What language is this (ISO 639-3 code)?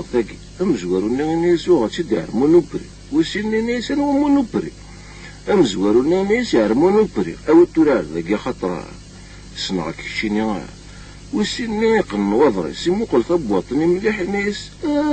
kab